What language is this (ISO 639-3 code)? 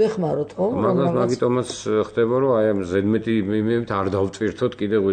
kat